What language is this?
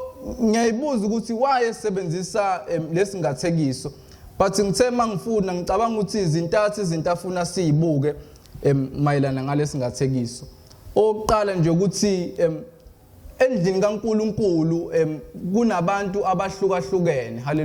Zulu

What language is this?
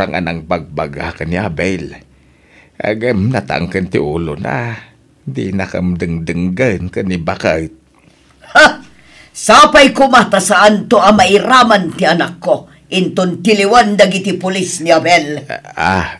Iloko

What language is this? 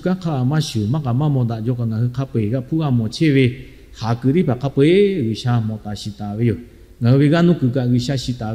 Lahu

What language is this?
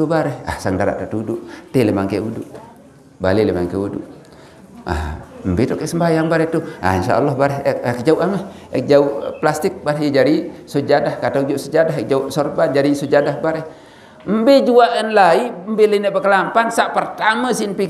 Sasak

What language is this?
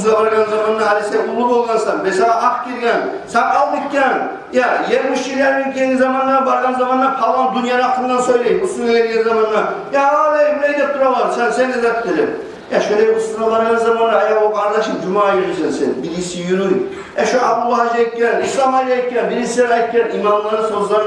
Kumyk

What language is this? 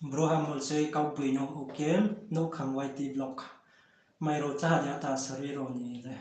Riang (India)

